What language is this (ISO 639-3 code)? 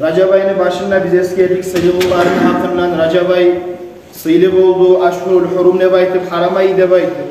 kum